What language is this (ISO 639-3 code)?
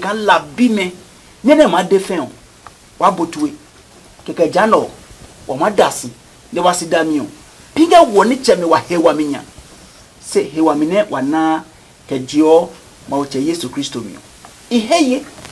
ada